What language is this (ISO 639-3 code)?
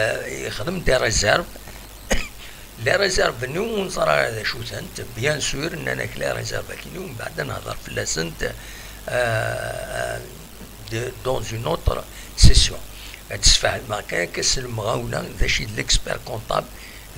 kab